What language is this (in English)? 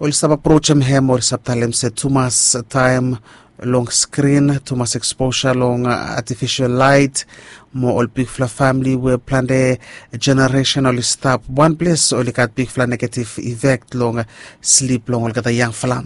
Bislama